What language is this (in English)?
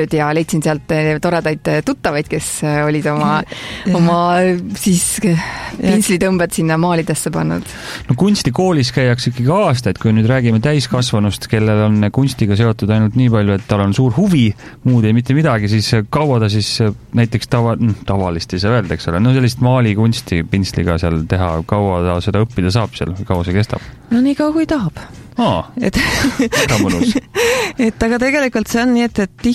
Estonian